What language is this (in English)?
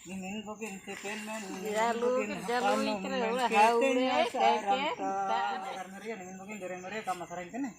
Ho